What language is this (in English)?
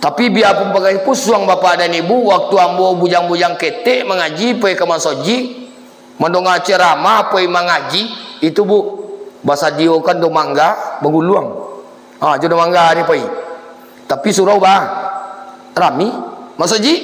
Minangkabau